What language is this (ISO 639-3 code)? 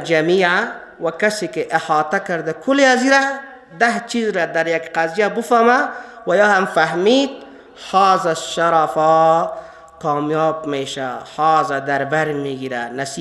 fas